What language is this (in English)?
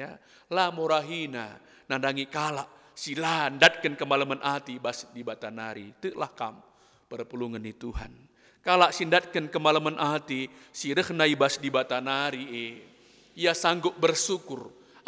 Batak Karo